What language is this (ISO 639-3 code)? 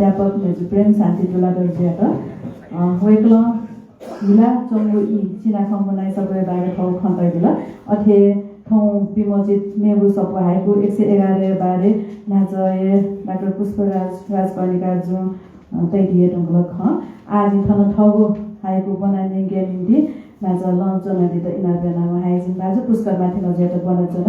new